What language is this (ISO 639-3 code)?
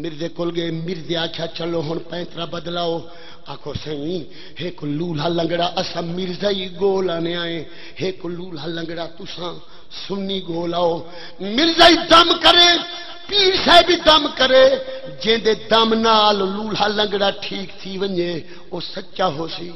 skr